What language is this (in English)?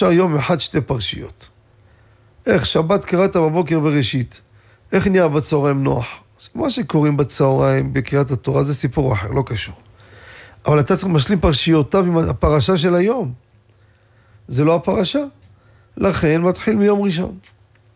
Hebrew